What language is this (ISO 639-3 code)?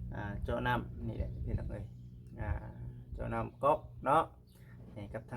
lao